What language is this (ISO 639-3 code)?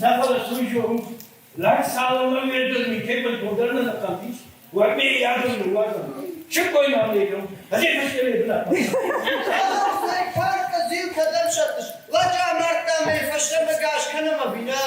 oss